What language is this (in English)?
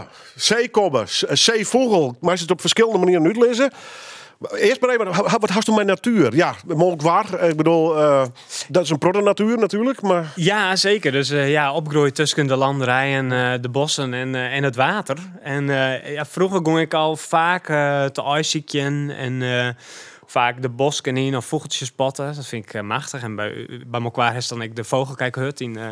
Dutch